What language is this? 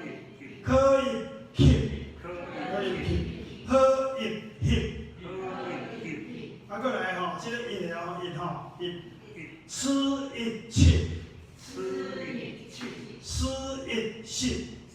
Min Nan Chinese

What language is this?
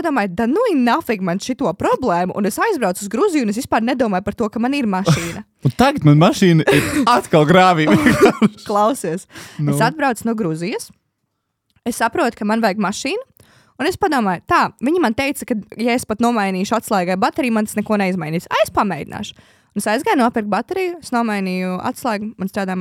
Latvian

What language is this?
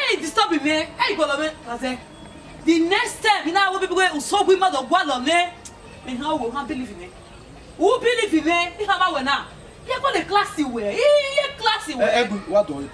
Bini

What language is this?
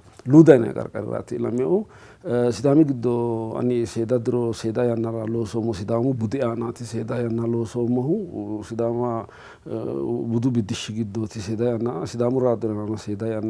Sidamo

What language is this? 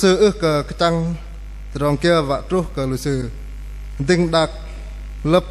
Bahnar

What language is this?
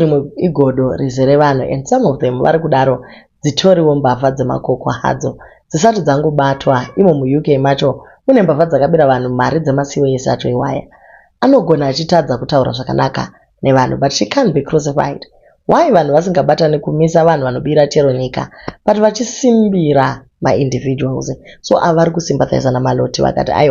Shona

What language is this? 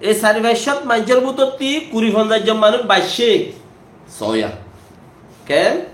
Rohingya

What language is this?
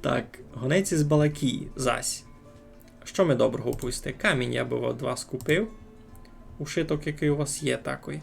Rusyn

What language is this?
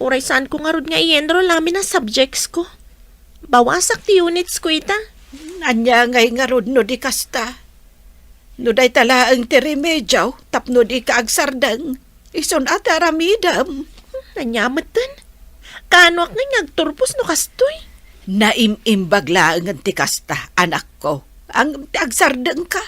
Iloko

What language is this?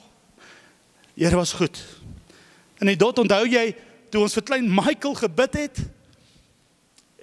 Afrikaans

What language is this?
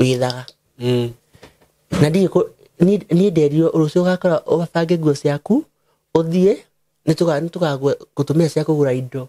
Kikuyu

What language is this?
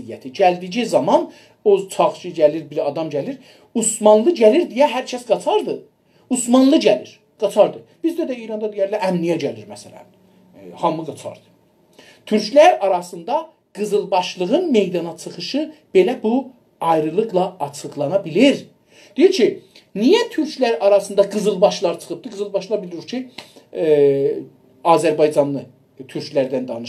South Azerbaijani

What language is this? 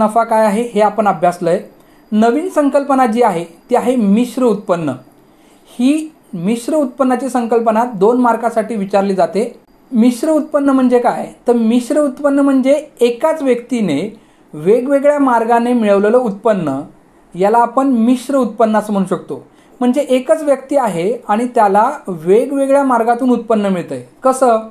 Marathi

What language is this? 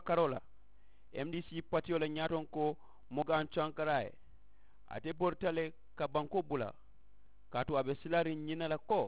Mandingo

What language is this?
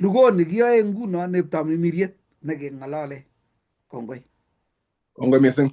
Kalenjin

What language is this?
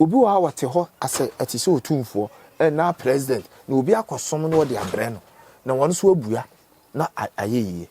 Akan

